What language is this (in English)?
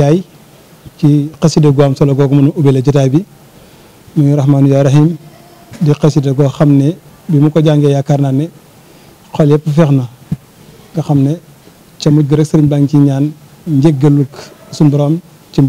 Wolof